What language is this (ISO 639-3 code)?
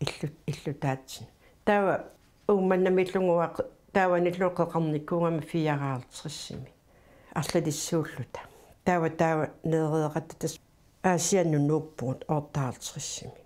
kal